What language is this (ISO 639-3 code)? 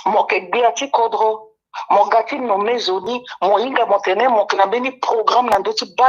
sag